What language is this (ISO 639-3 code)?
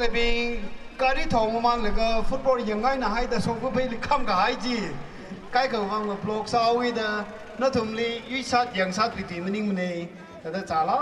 nmf